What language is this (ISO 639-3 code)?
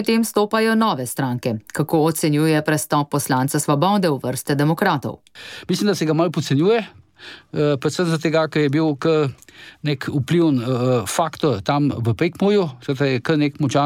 slv